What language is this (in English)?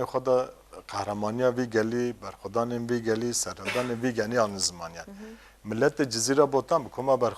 Kurdish